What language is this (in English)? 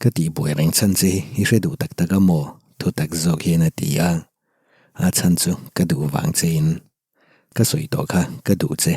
Mizo